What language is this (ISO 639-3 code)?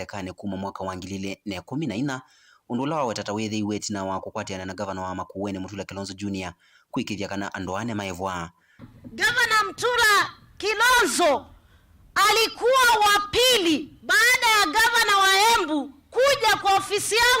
kam